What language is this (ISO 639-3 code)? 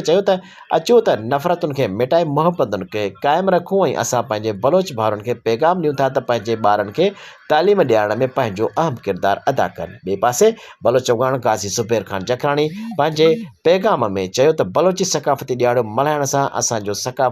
snd